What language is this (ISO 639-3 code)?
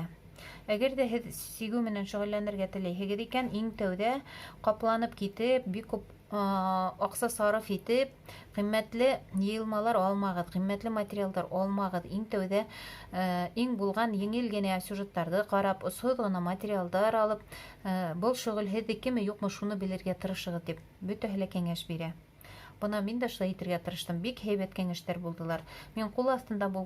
bak